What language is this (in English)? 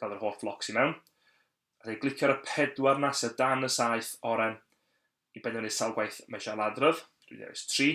Welsh